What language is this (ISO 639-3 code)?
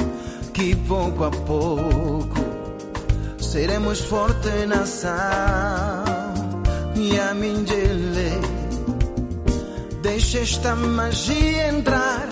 por